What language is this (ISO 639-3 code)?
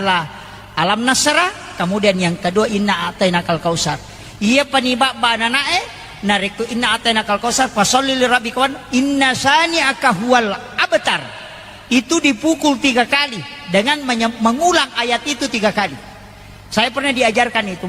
bug